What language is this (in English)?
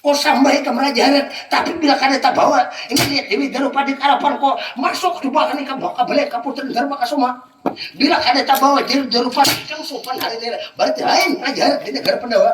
Banjar